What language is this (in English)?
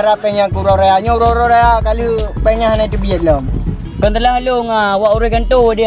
Achinese